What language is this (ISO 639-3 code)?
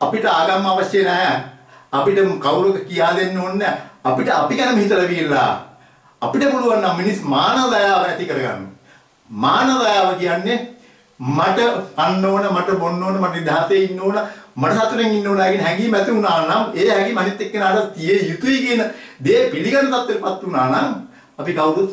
sin